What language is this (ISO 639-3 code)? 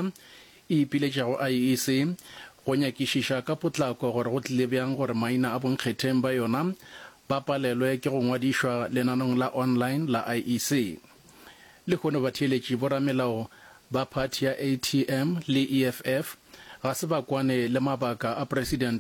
nso